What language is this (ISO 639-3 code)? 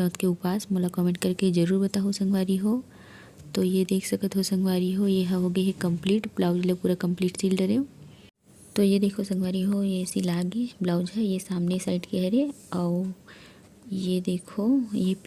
hne